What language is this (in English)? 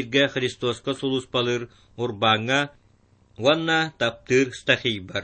Yakut